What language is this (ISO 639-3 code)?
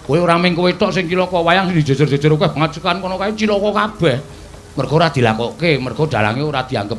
jav